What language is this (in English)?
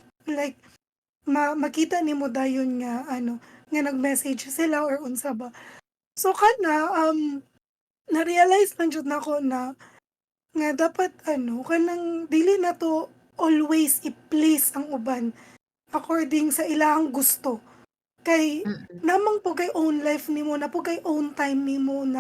Cebuano